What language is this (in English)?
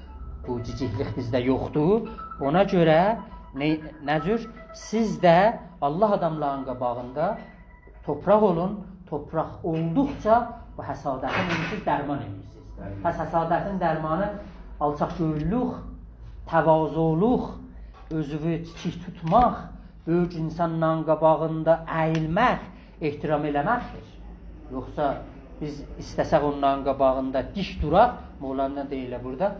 South Azerbaijani